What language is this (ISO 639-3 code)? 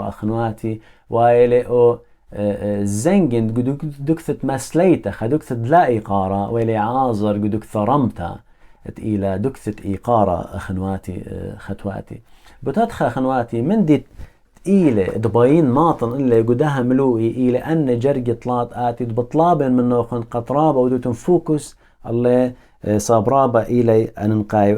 aii